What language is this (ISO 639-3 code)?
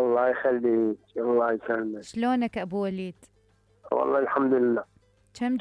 acm